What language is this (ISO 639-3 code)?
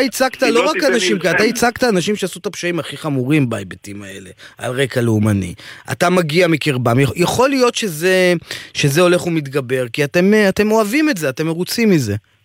heb